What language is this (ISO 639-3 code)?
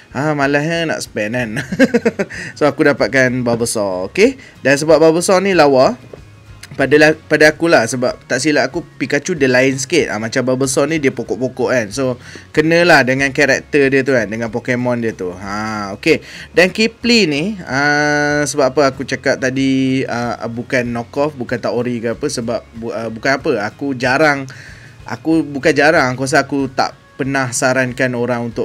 msa